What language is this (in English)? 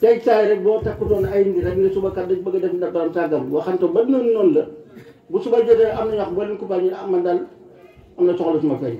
Wolof